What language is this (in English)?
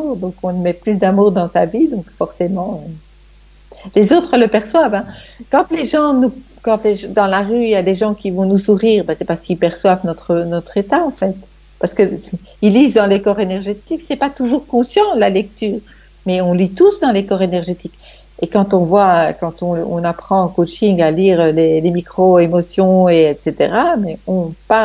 French